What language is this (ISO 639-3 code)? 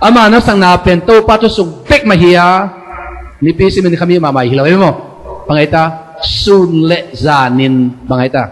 ctd